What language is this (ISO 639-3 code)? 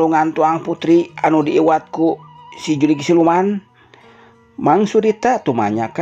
sun